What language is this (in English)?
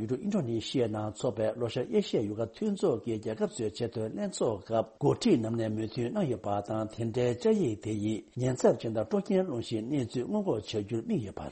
Tibetan